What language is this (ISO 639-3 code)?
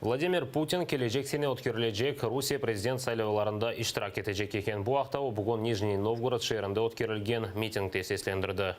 crh